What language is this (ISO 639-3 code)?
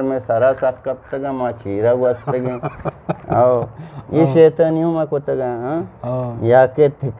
bgp